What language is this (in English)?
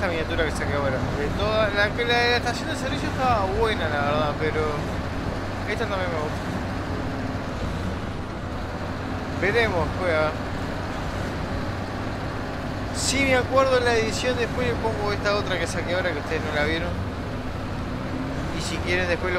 Spanish